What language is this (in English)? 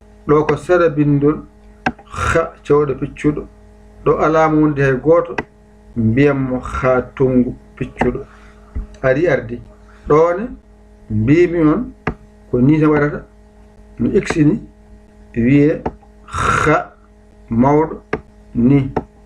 Fula